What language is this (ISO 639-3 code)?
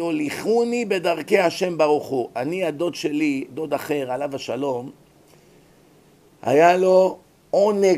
heb